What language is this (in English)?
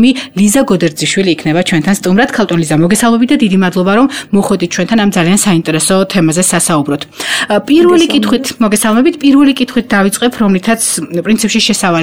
Georgian